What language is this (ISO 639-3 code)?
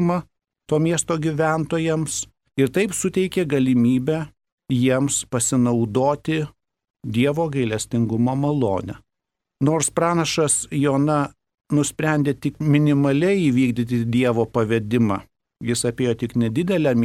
lit